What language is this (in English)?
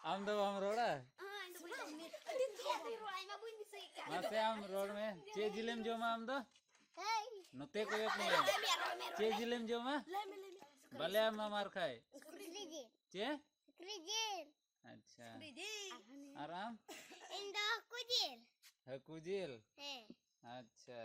Santali